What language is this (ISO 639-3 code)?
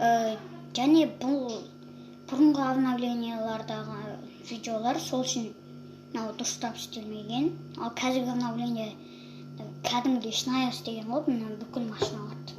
kaz